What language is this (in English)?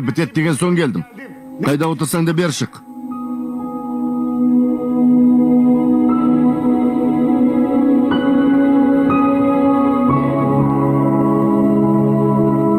Kazakh